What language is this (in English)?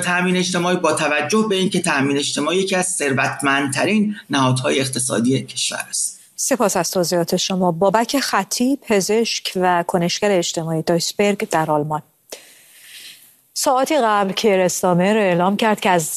Persian